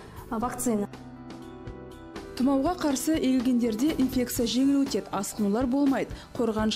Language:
Kazakh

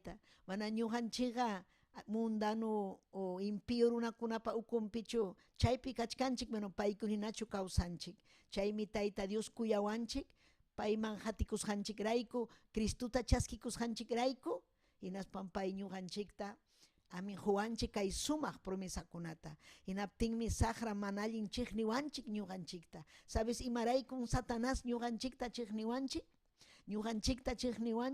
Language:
Ayacucho Quechua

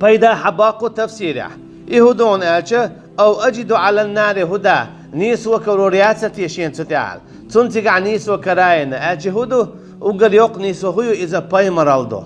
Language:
Chechen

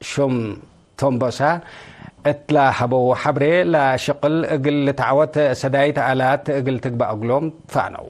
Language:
Tigre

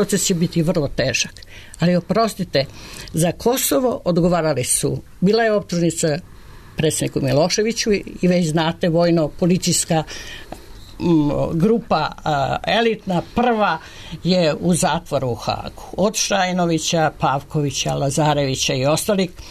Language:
Serbian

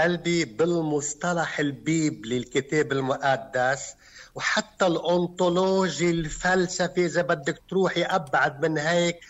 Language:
North Levantine Arabic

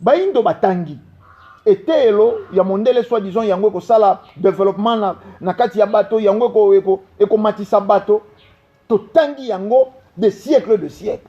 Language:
Lingala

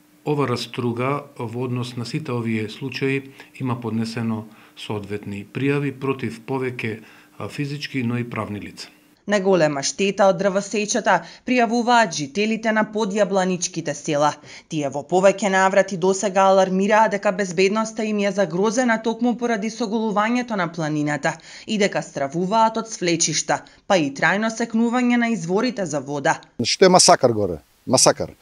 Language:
Macedonian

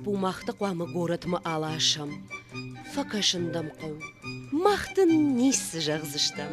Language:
Ossetic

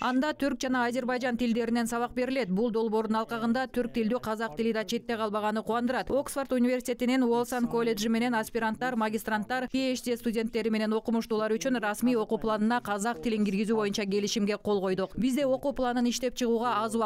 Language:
Kyrgyz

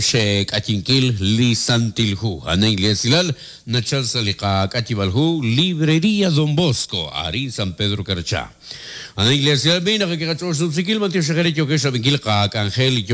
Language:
Kekchí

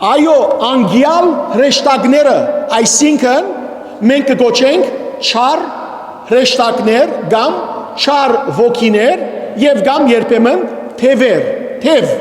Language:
Western Armenian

